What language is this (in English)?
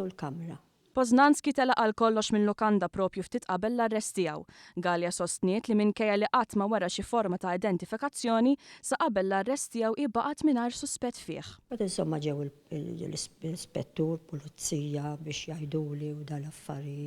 Maltese